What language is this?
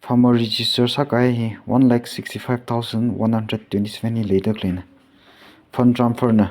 Tangkhul Naga (India)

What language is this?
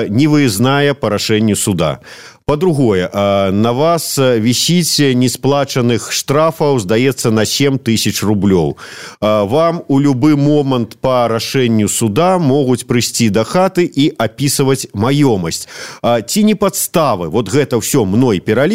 Belarusian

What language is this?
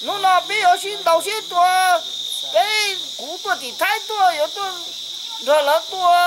Hmong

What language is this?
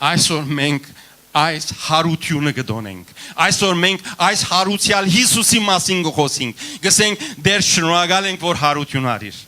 Western Armenian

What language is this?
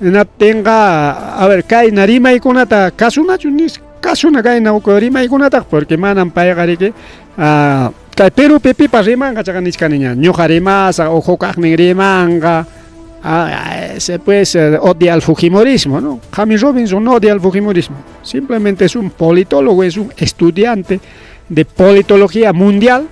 Ayacucho Quechua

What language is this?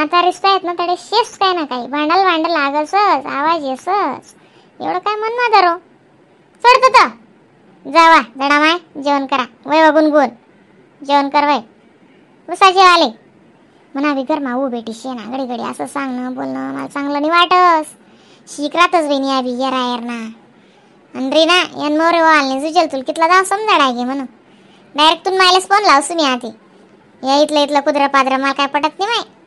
Khandesi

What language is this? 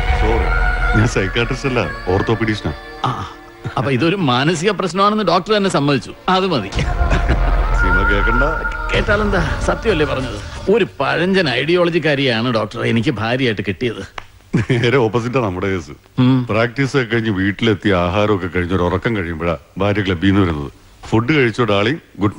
Malayalam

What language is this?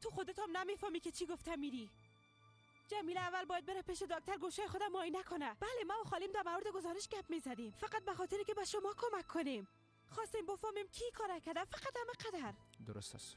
Persian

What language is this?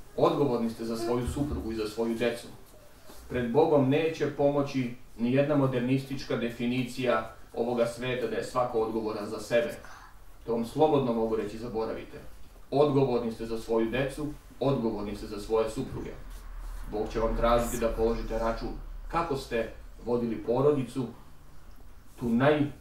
Serbian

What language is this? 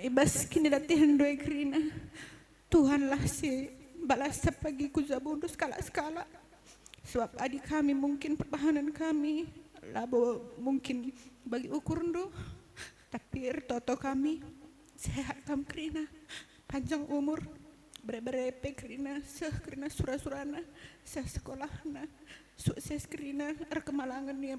Batak Karo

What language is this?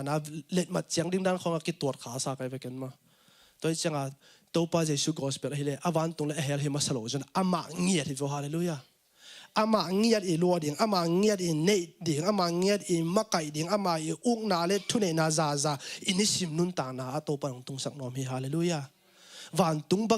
Tedim Chin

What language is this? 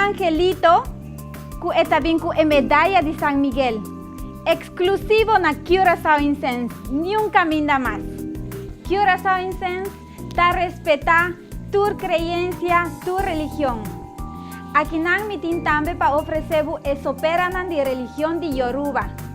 Papiamento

